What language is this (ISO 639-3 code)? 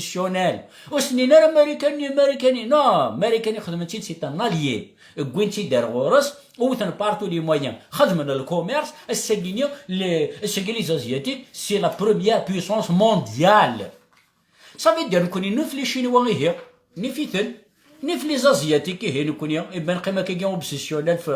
kab